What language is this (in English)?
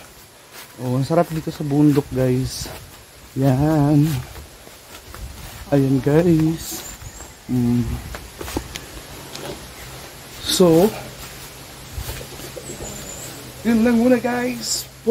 Filipino